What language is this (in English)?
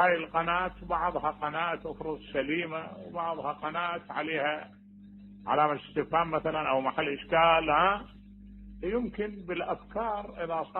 Mesopotamian Arabic